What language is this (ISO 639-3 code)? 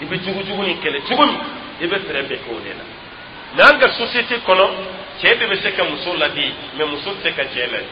dyu